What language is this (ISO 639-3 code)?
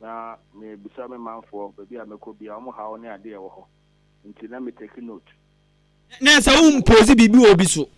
aka